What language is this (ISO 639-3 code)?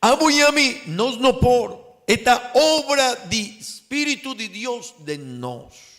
pap